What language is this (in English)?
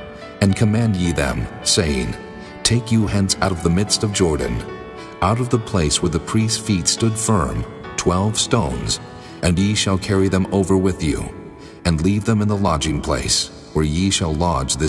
English